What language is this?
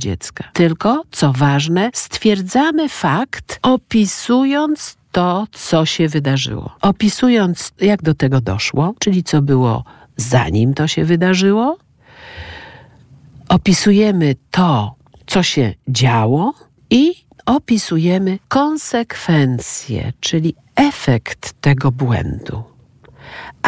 Polish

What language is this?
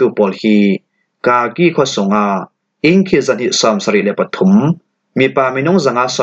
Falam Chin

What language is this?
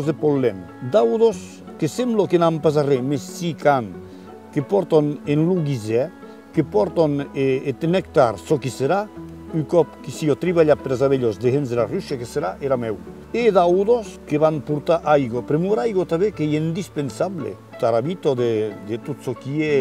Occitan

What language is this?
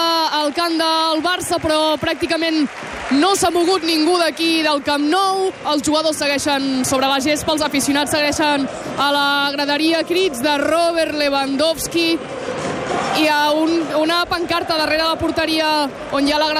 Catalan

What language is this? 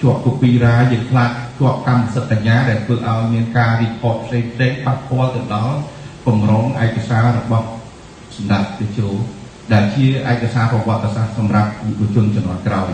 Khmer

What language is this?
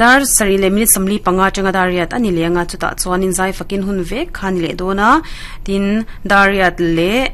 Mizo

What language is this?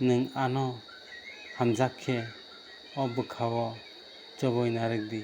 Kok Borok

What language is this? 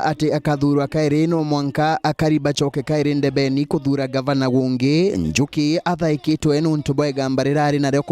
Meru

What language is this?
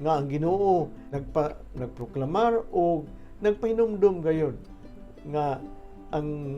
Cebuano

